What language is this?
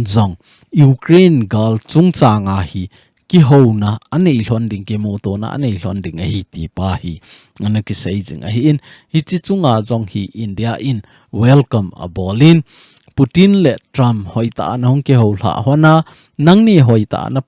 Thado Chin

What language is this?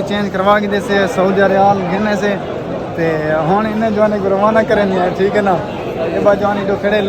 Saraiki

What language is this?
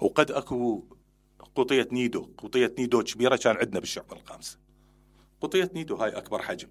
Mesopotamian Arabic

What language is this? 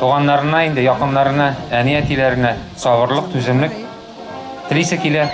Bashkir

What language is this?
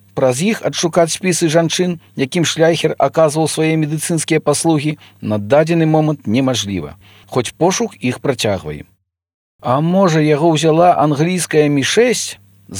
Belarusian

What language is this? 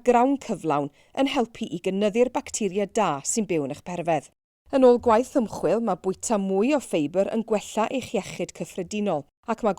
Welsh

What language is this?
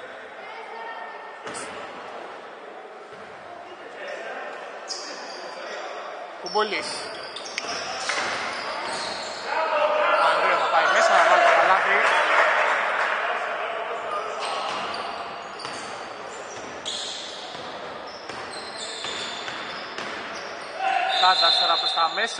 Greek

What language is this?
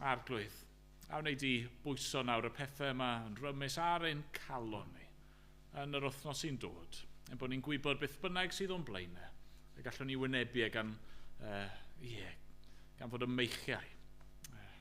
Welsh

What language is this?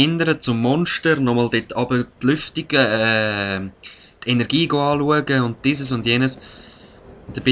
Swiss German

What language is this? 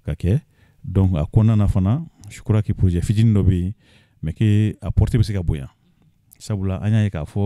Bambara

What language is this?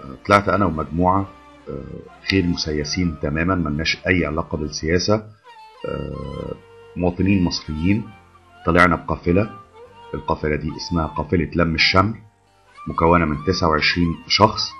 Egyptian Arabic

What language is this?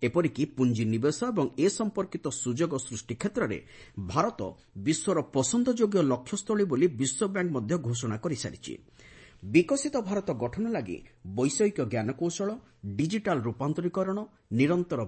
Odia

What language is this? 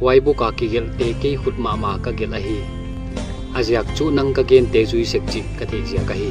Paite Chin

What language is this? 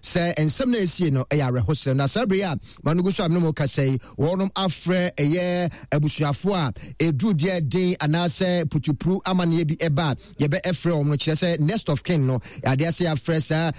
Akan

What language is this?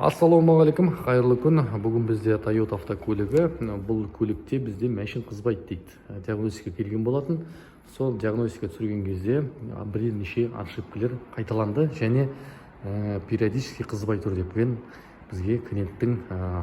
Kazakh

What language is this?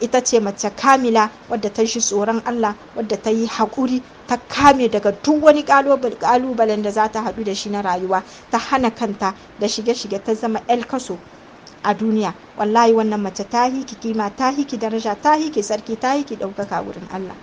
Hausa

